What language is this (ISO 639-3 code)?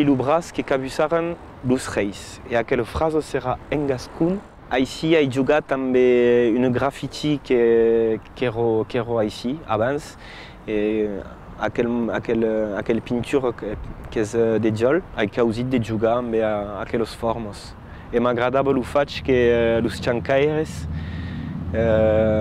oci